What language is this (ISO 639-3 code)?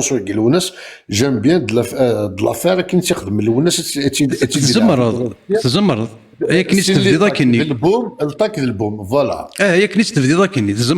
kab